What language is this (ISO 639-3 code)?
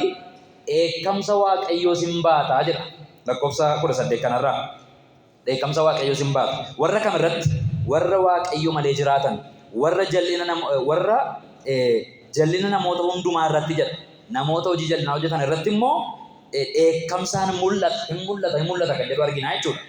orm